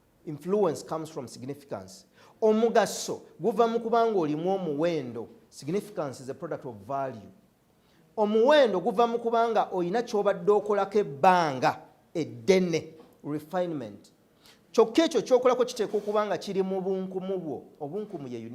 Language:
Ganda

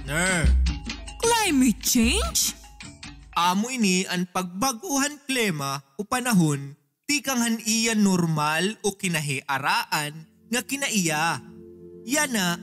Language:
Waray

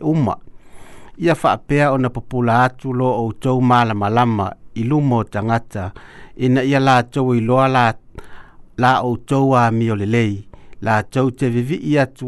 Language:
Samoan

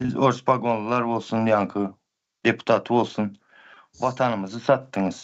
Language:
Turkmen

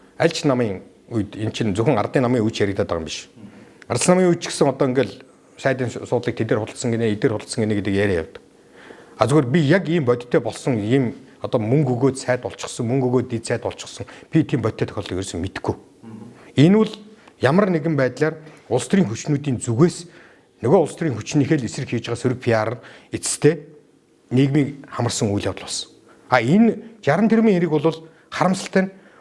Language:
Mongolian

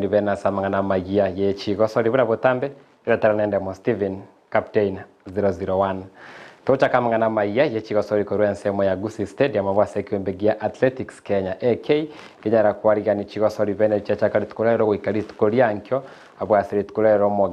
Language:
Gusii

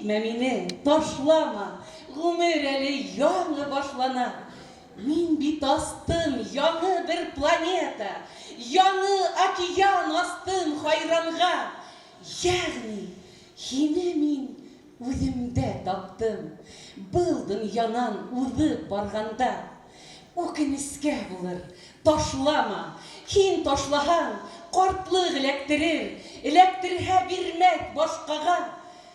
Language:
Bashkir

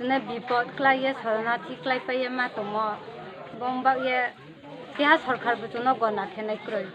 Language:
Riang (India)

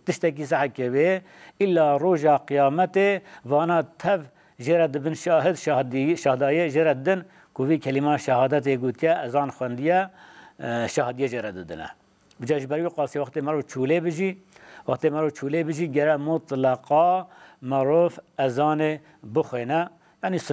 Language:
Kurdish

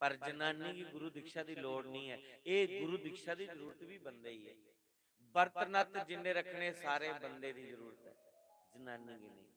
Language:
Dogri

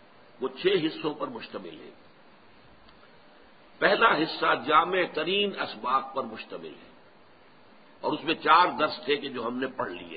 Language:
Urdu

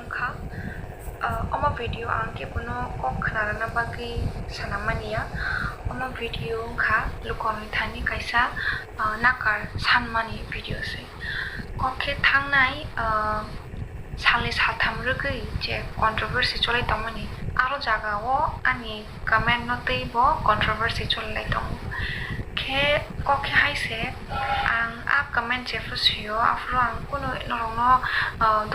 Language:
Kok Borok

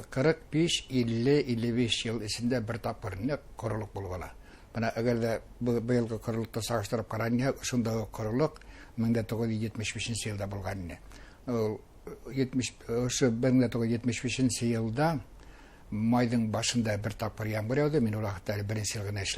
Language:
Bashkir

